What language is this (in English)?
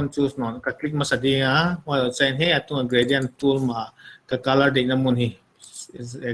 Paite Chin